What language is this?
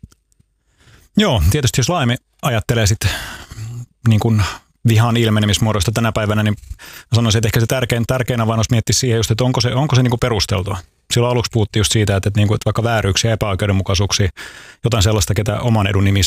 Finnish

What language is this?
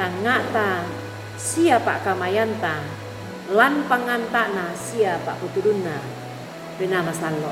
Toraja-Sa'dan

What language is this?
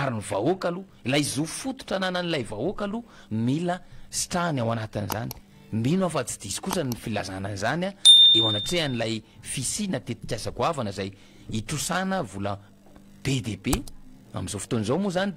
Malagasy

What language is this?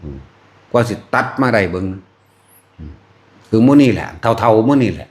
Northeastern Thai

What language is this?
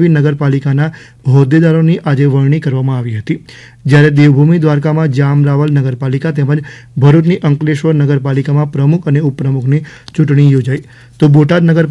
Gujarati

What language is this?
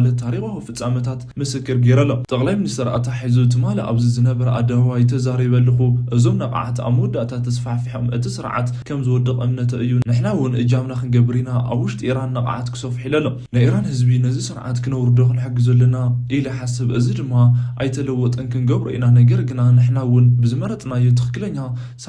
Tigrinya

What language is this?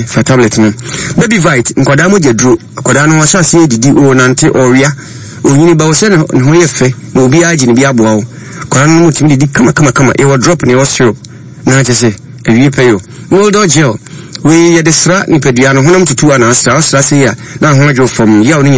Akan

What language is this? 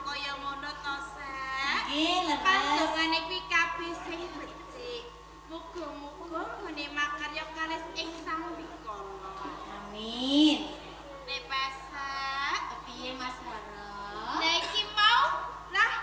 Javanese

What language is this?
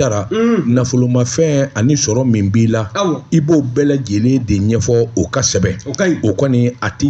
Bambara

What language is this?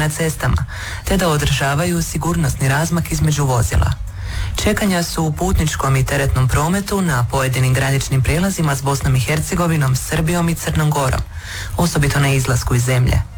Croatian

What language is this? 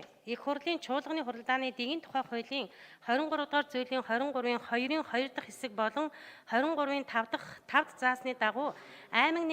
Mongolian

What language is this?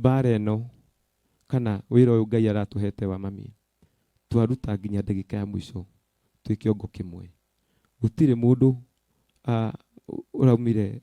Kikuyu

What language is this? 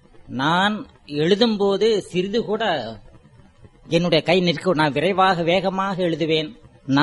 Tamil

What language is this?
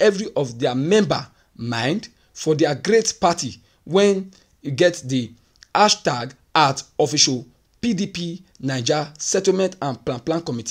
Nigerian Pidgin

